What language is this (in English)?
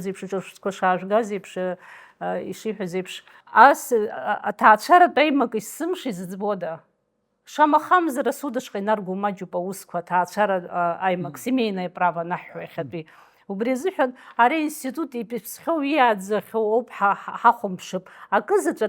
Abkhazian